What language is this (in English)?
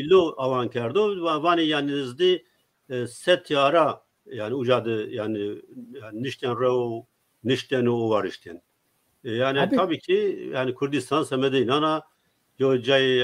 Zaza